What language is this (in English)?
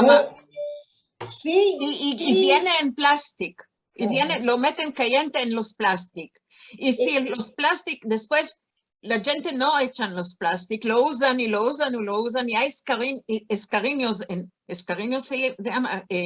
Ladino